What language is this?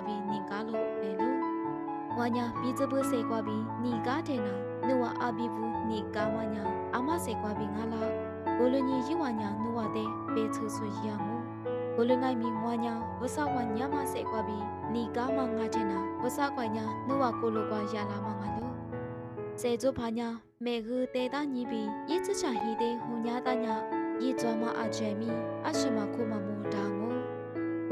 Lisu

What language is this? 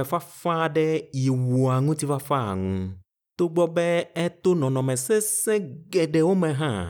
Ewe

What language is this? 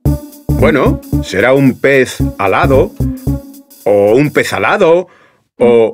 Spanish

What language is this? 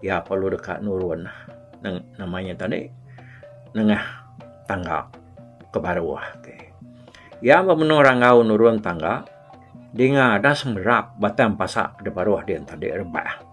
Iban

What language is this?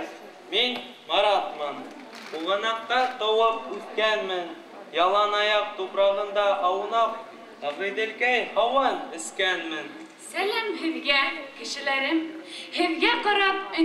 Bashkir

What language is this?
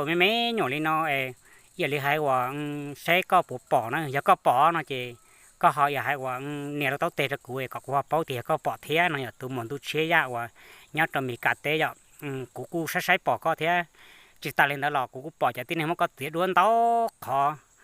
Hmong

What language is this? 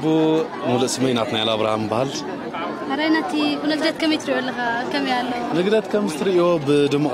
Tigrinya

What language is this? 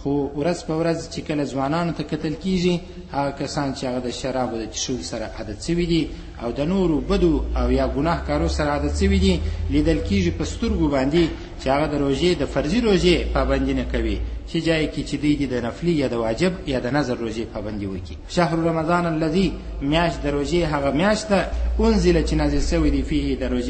Pashto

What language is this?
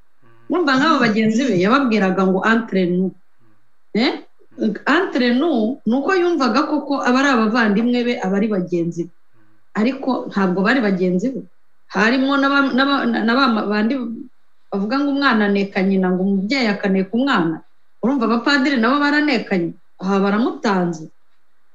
Kinyarwanda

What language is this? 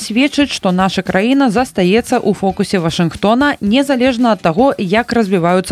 Belarusian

